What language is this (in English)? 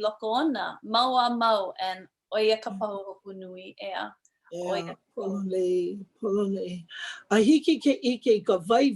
Hawaiian